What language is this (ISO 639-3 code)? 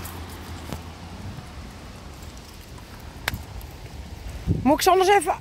nld